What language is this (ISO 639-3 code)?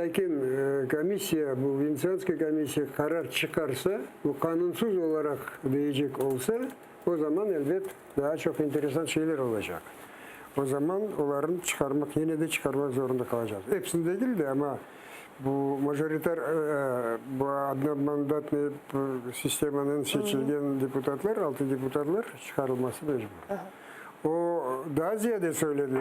crh